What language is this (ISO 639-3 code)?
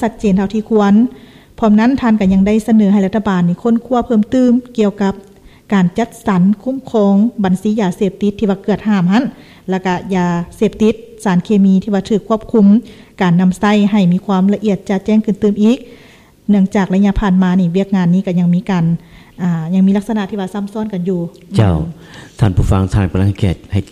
lao